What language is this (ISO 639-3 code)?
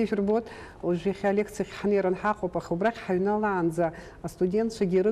abk